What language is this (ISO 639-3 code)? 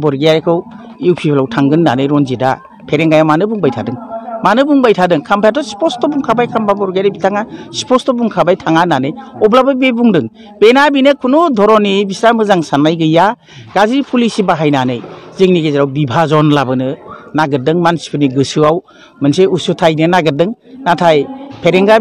brx